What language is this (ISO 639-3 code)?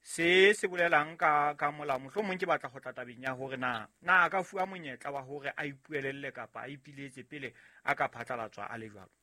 sot